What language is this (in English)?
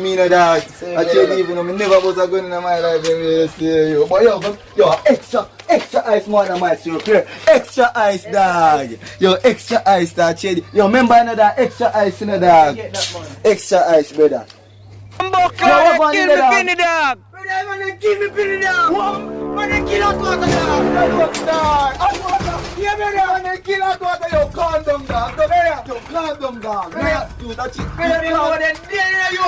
Jamaican Creole English